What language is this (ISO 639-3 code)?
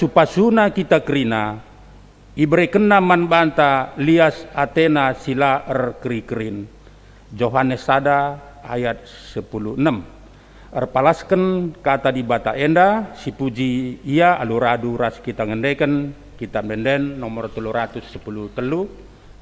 btx